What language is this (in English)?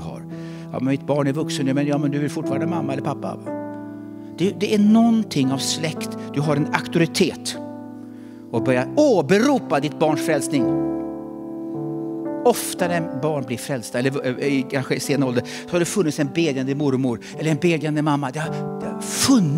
Swedish